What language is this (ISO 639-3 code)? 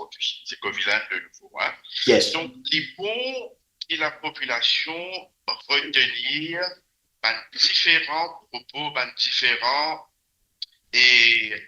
mfe